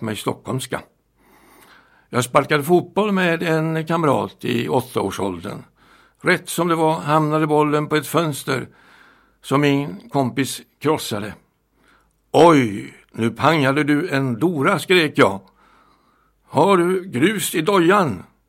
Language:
Swedish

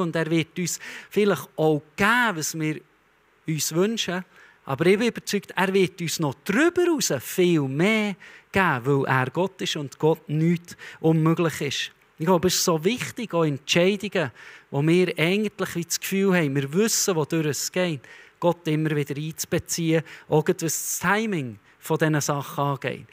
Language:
Swiss German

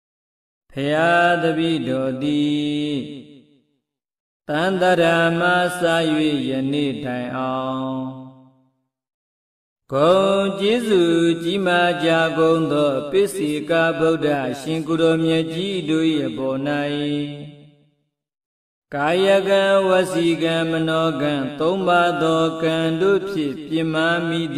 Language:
Burmese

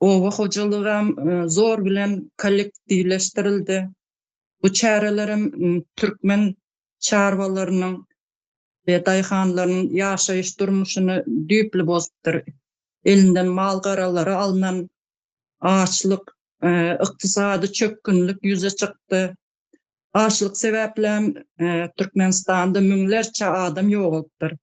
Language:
Turkmen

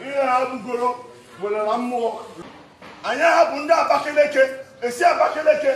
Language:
Igbo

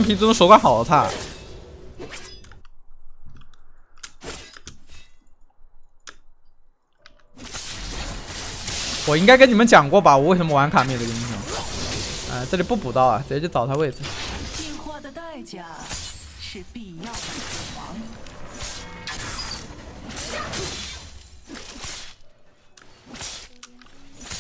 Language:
Chinese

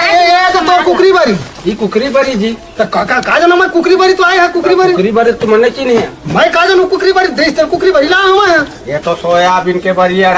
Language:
Chhattisgarhi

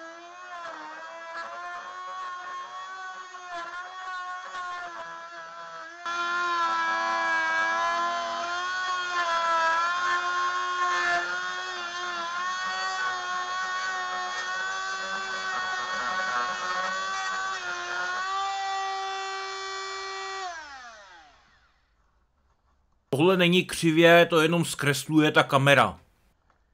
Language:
Czech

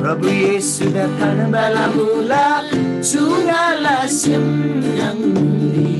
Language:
Eastern Tamang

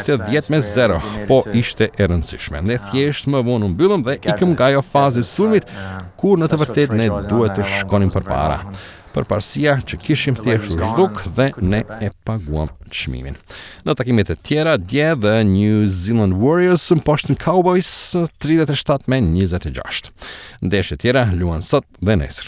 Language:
Albanian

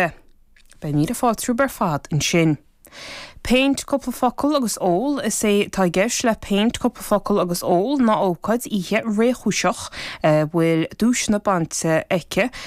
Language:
Irish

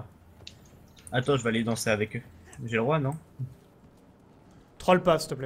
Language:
French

